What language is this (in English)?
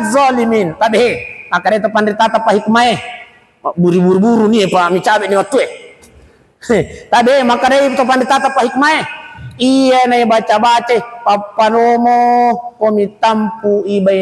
Buginese